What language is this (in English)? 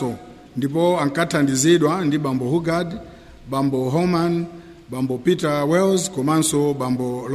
Nyanja